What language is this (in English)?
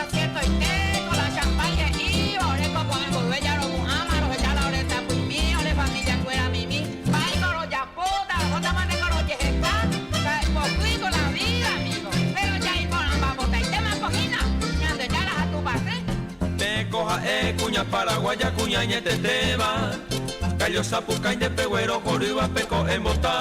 Guarani